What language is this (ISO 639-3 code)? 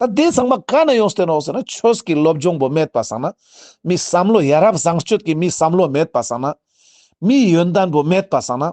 lbj